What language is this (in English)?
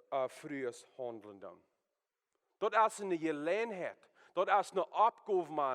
Plautdietsch